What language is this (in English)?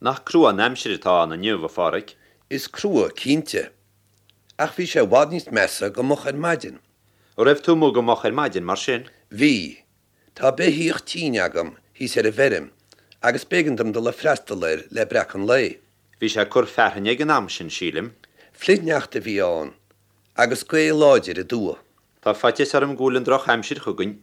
Irish